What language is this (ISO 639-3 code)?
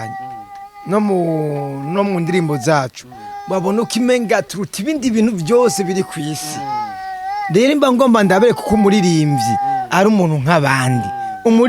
run